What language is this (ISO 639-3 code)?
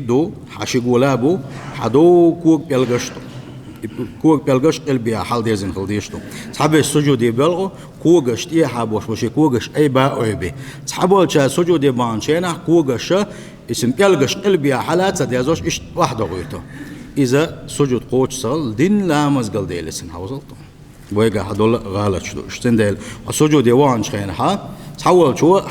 che